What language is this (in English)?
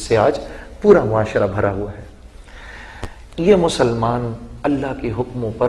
Urdu